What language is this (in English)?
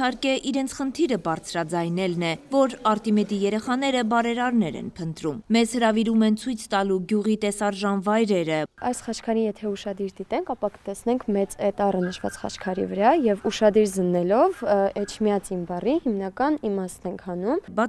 Armenian